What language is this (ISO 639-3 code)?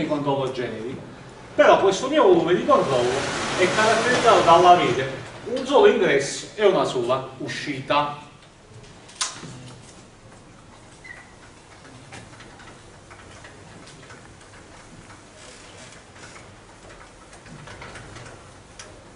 ita